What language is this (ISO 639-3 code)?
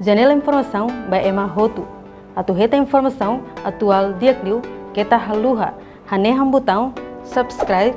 tet